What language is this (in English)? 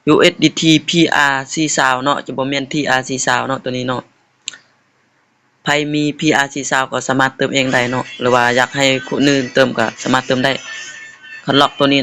Lao